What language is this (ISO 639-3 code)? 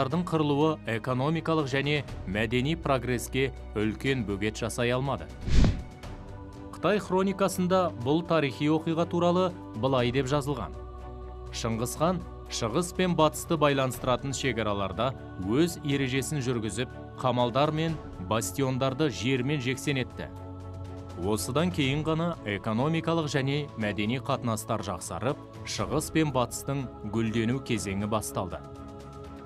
kaz